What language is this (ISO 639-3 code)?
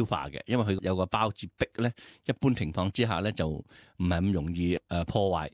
yue